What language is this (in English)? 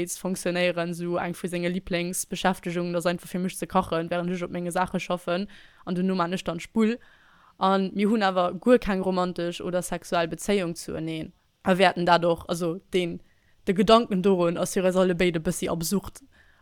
Luxembourgish